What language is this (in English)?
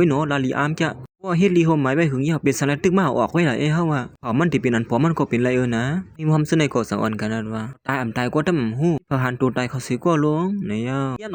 Shan